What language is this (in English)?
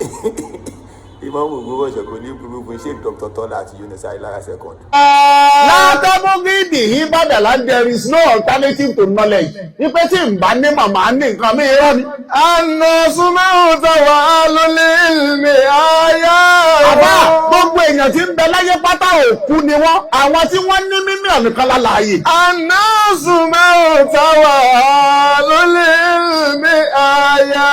Yoruba